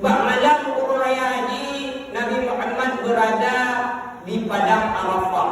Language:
Achinese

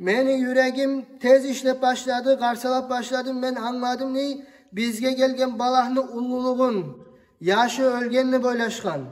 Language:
Kumyk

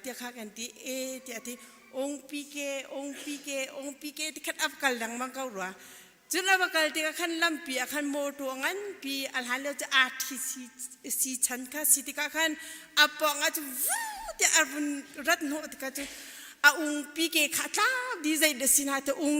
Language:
Hakha Chin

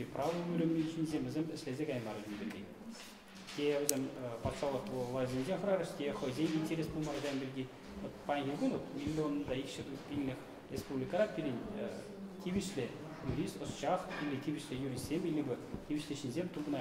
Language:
Chuvash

